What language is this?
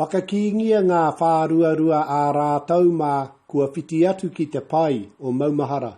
Māori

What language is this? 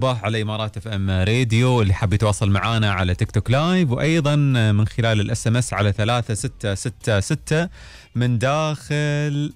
Gulf Arabic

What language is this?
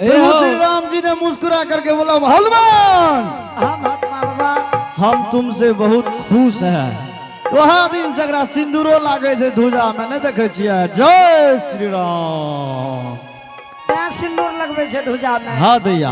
Angika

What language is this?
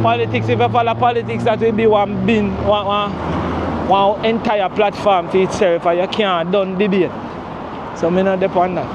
Jamaican Creole English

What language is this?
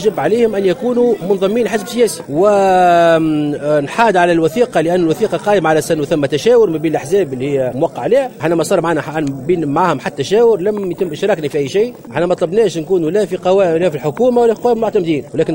Tunisian Arabic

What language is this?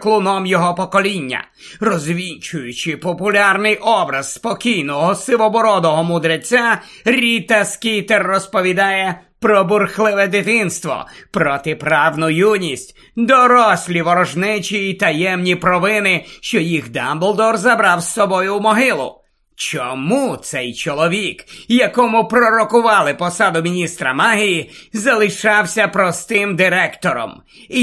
Ukrainian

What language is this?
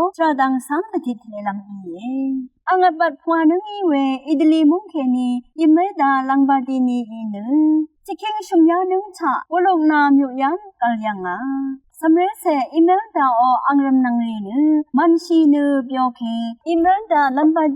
Rawang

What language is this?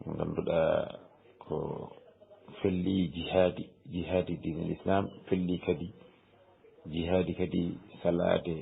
Fula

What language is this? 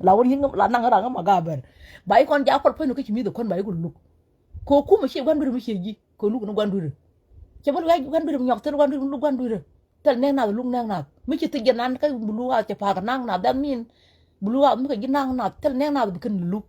Nuer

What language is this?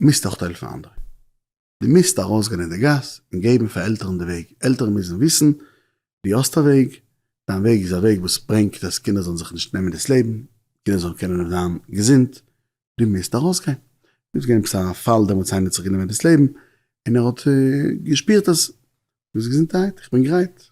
Yiddish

